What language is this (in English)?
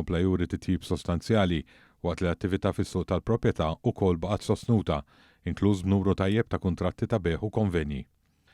Maltese